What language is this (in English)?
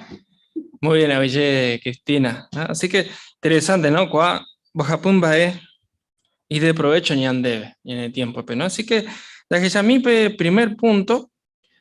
Guarani